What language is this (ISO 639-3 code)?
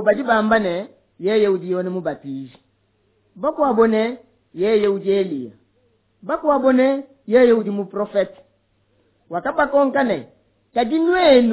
lua